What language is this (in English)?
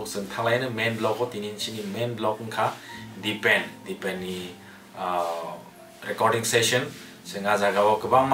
Kok Borok